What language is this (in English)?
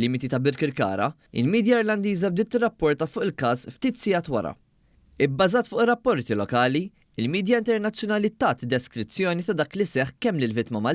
Maltese